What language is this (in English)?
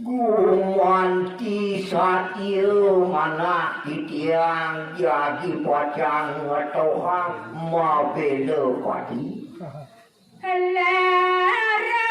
Balinese